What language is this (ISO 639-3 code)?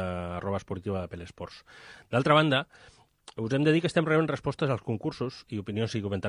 cat